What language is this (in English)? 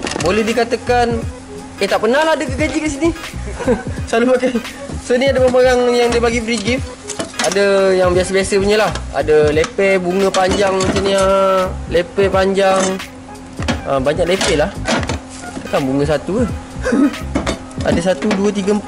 Malay